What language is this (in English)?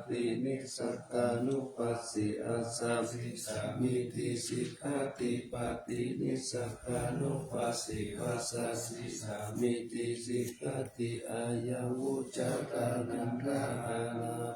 Pali